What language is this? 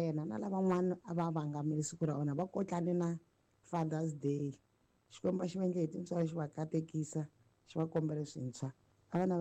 Tsonga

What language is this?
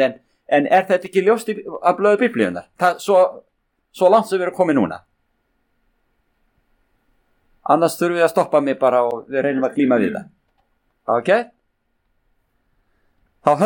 Icelandic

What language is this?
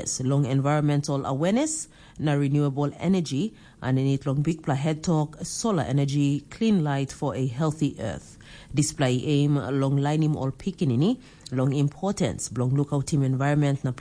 Tok Pisin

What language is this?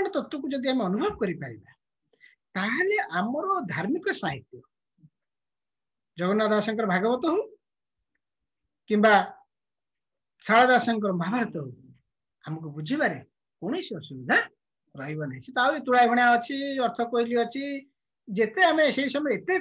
Odia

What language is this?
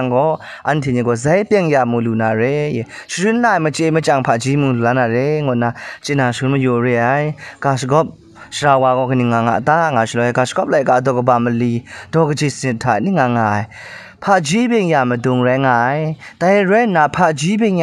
Kachin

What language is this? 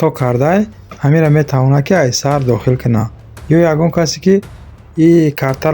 Tajik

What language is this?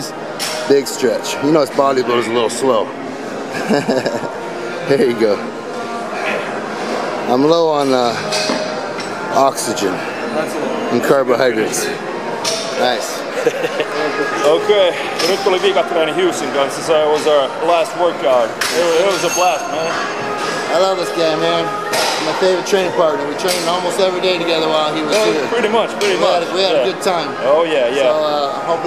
Finnish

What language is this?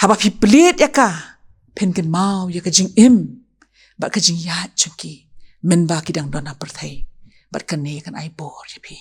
Khasi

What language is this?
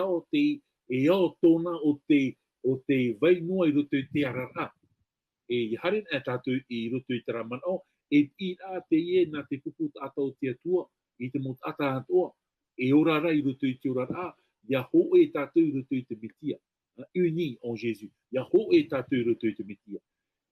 Tahitian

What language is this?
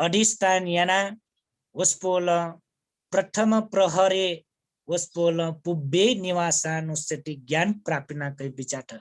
Newari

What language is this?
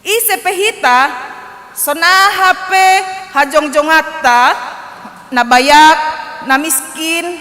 Batak Simalungun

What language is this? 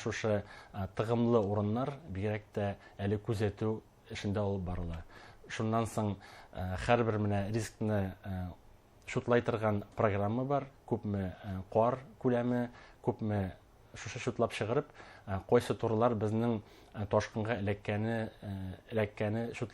Bashkir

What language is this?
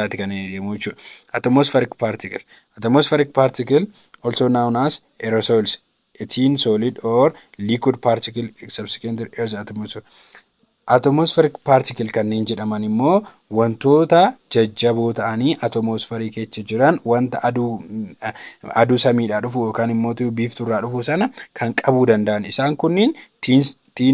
Oromo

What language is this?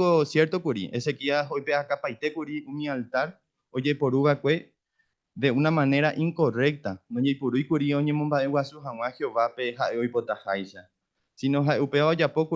Guarani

